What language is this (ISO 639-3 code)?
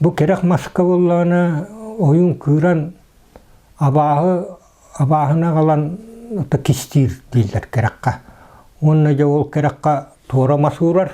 sah